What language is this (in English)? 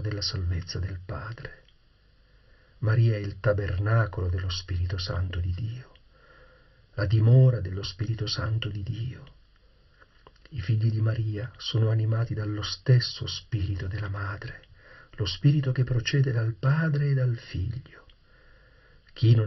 Italian